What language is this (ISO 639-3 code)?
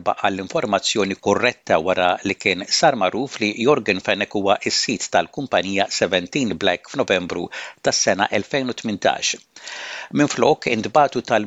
mlt